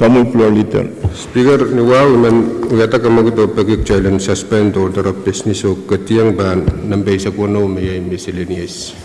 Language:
Pohnpeian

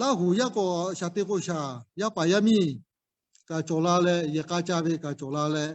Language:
Lahu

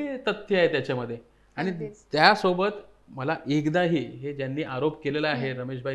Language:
Marathi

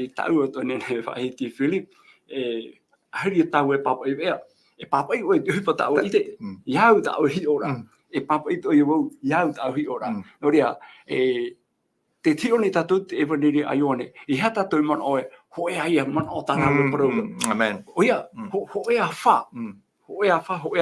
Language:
Tahitian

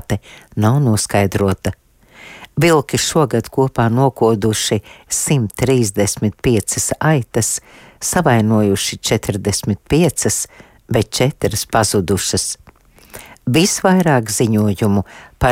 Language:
Latvian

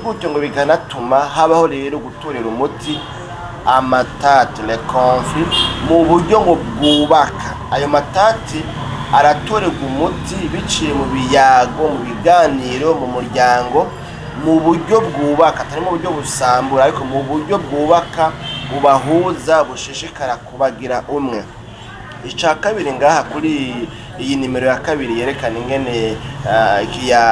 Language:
Rundi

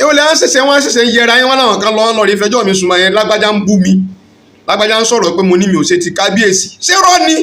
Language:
Yoruba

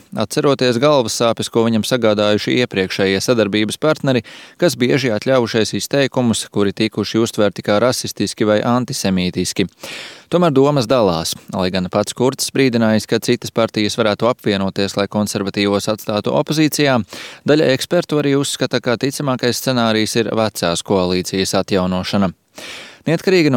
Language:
Latvian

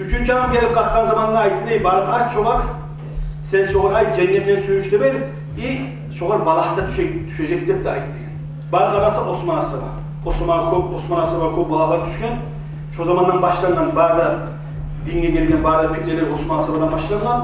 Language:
Kumyk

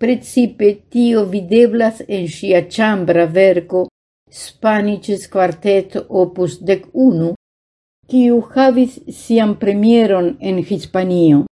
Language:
Esperanto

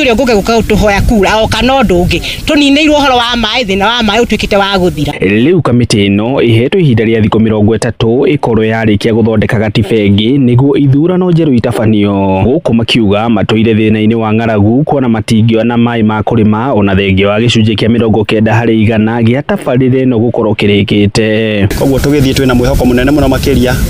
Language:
Kikuyu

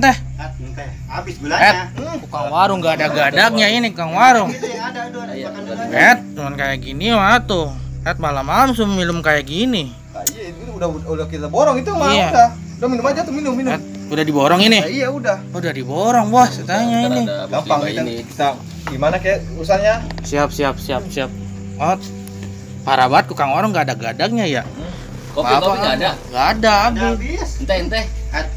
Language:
Betawi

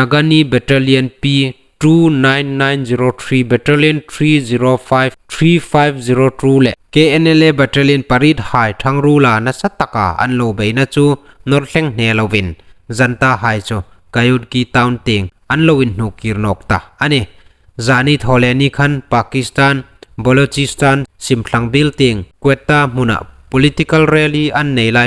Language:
Hmar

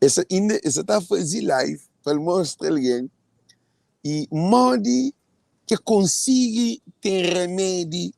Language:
Kabuverdianu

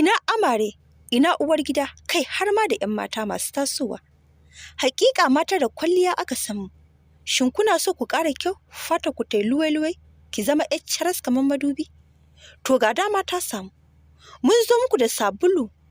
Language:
Hausa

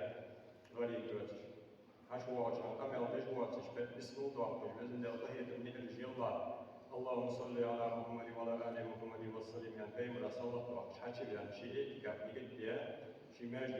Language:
Ingush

